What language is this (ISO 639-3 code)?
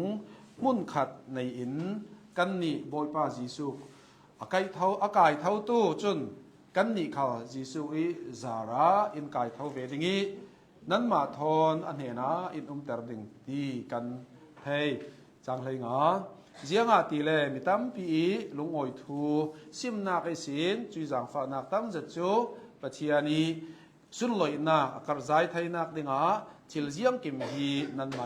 cnh